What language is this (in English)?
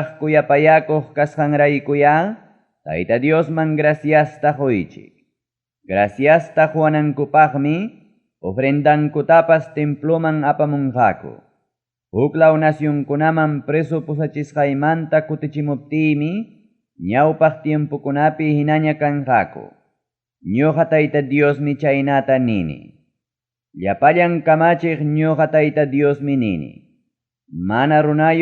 Ayacucho Quechua